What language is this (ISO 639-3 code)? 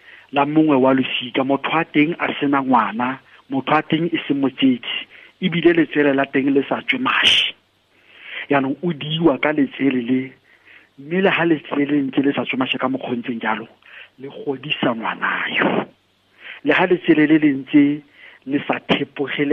tsn